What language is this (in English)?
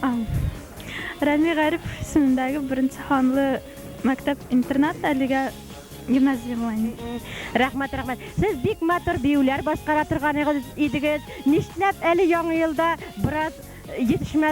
Bashkir